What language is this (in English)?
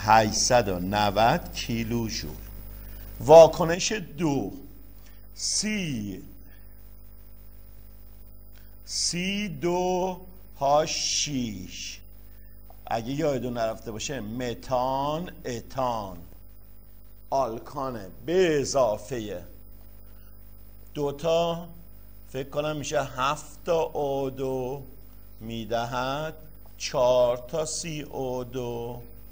Persian